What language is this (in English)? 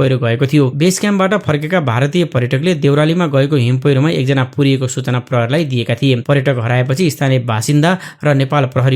Nepali